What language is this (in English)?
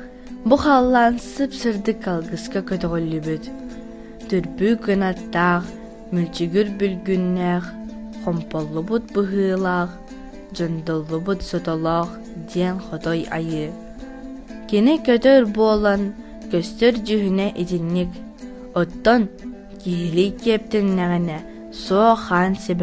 Yakut